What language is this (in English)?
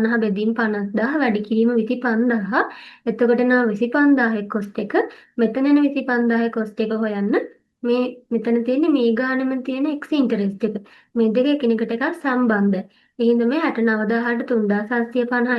Sinhala